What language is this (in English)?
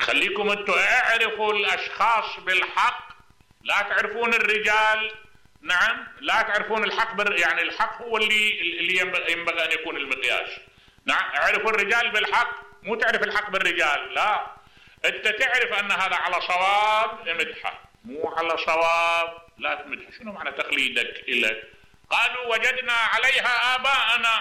Mesopotamian Arabic